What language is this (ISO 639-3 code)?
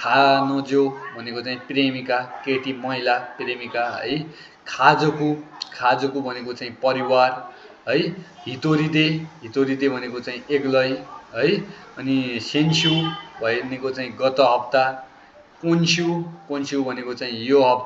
nep